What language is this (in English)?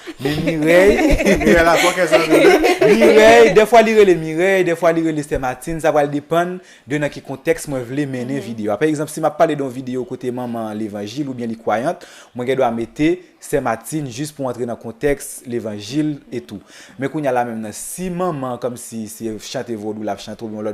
Haitian Creole